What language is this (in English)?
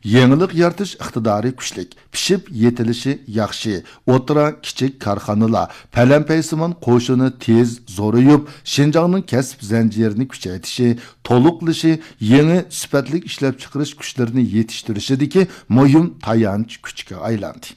Uyghur